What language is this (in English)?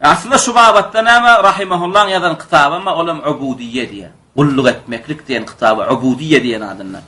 Turkmen